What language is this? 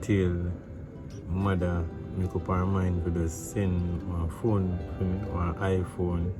Jamaican Creole English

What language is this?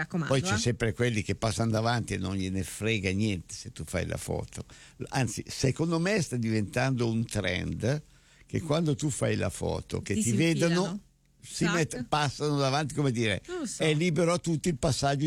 Italian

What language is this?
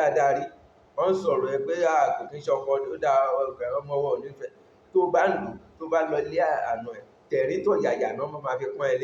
Yoruba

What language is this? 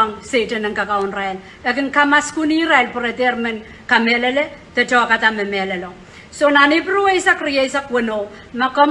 Pohnpeian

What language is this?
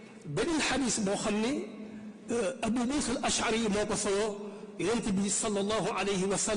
Wolof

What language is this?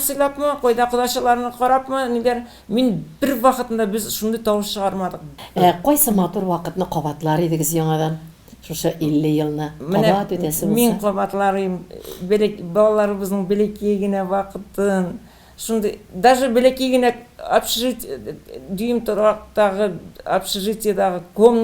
Tatar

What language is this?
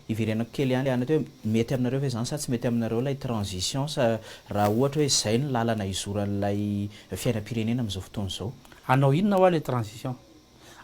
Malagasy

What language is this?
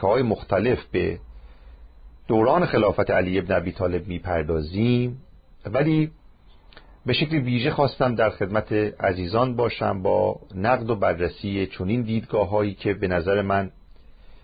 Persian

